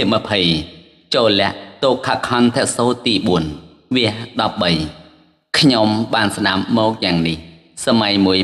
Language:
Khmer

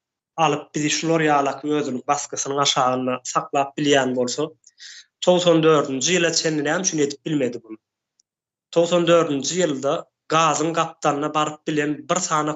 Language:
Turkmen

